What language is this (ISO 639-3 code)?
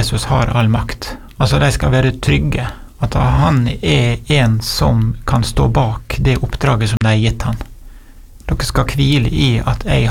nor